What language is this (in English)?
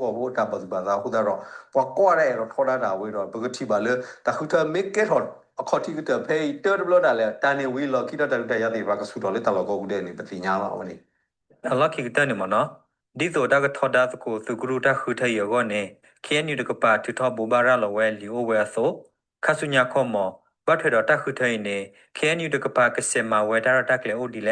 S'gaw Karen